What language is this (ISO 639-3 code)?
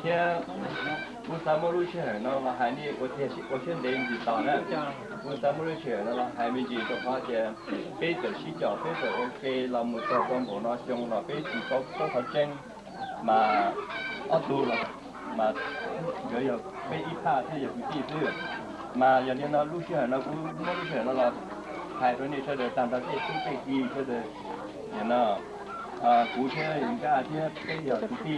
hmn